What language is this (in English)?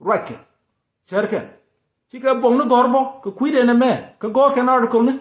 Nuer